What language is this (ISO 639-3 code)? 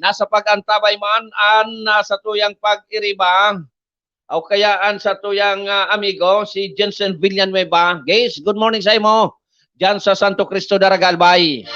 bik